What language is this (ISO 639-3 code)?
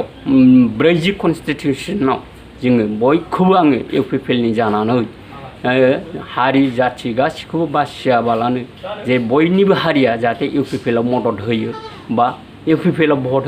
brx